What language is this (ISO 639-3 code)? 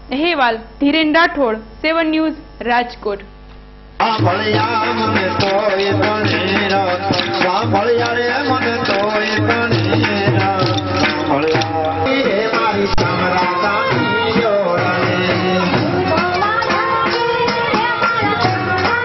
guj